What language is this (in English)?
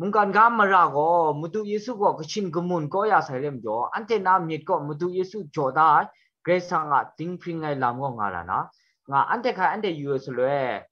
Kachin